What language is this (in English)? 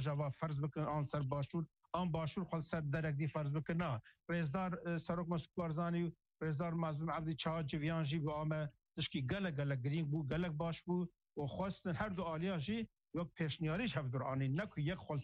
Kurdish